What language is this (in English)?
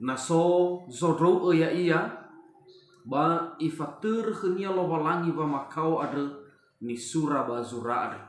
Nias